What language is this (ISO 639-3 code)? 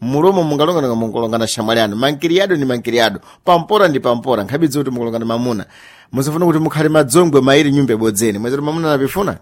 seh